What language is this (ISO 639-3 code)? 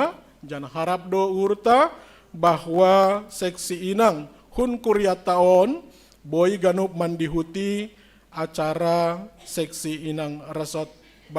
bts